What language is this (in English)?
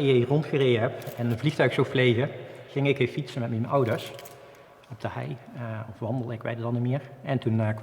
Limburgish